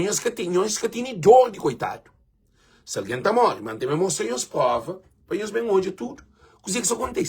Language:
Kabuverdianu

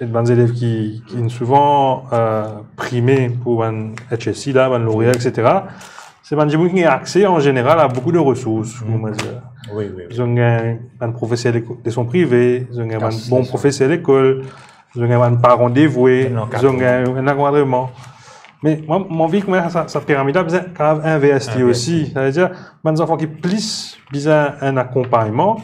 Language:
Morisyen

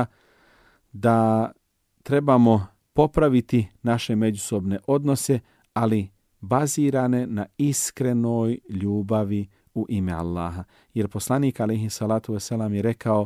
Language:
Bosnian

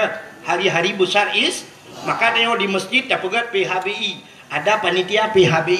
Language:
Achinese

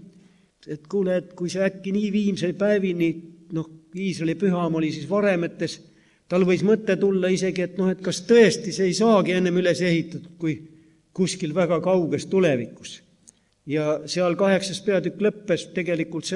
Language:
Estonian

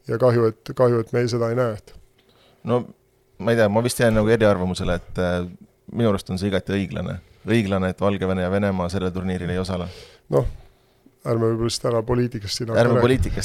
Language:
Estonian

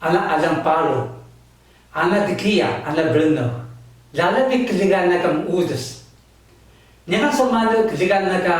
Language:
Taroko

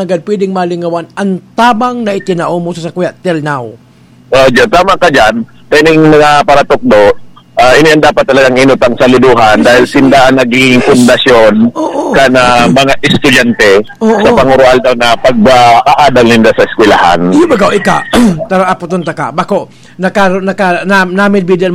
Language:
Bikol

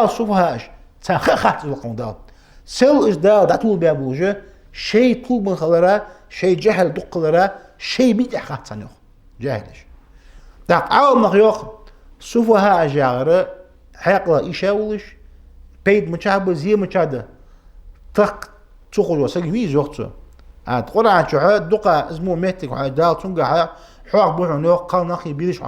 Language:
Ingush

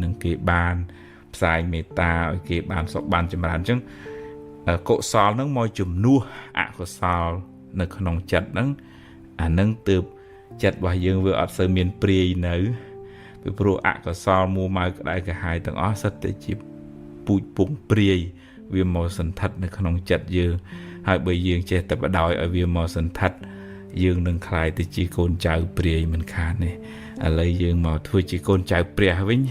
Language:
Khmer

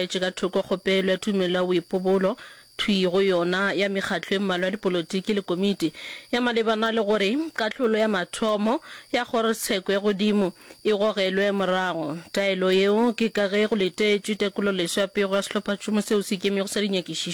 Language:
Northern Sotho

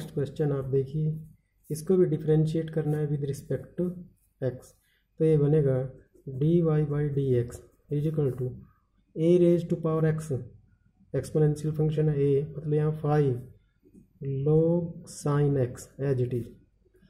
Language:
Hindi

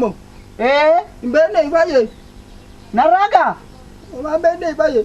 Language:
Oromo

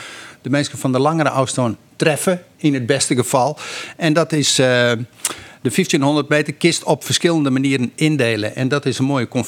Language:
Western Frisian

